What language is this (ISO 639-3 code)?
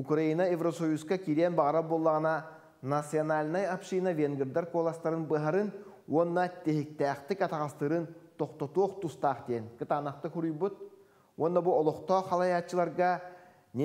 sah